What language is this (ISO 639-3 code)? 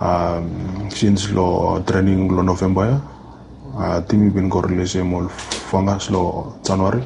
bis